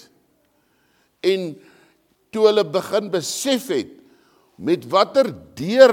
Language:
Afrikaans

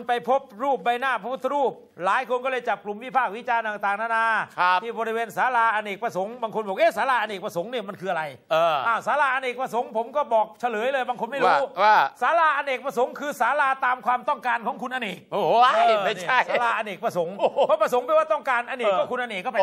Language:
Thai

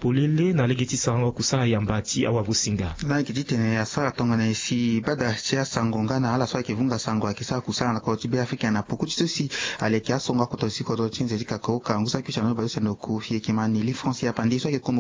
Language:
Sango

